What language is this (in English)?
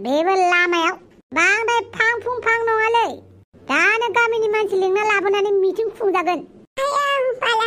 Bodo